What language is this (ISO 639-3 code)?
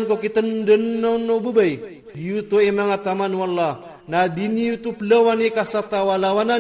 ilp